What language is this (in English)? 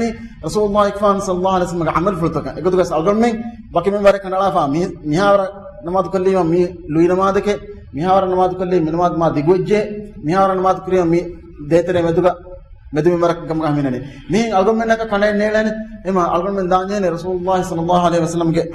Divehi